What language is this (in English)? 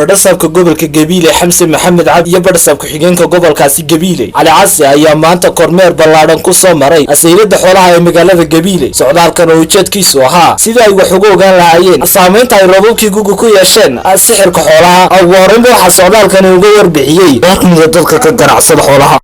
Somali